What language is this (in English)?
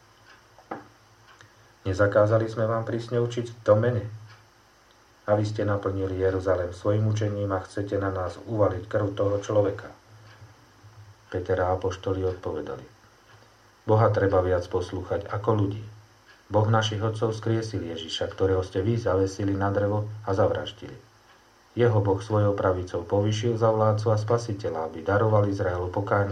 Slovak